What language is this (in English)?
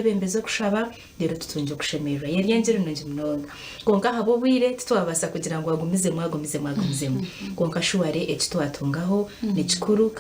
Nyankole